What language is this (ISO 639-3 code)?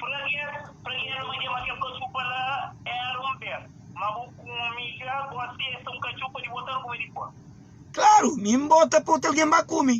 kea